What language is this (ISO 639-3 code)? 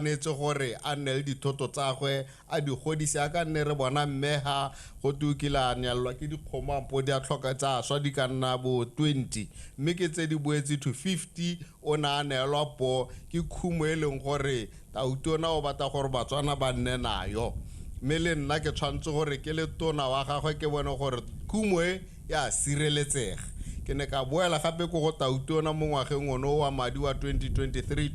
tsn